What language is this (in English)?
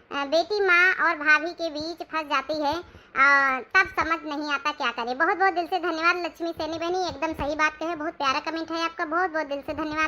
Awadhi